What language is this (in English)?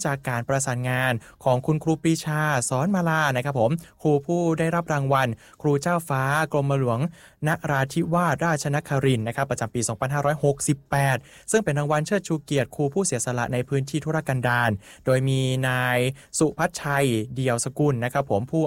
Thai